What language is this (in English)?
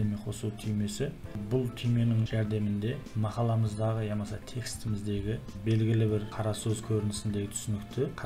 Kara-Kalpak